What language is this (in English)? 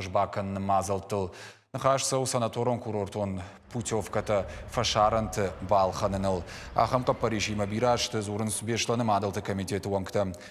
Ossetic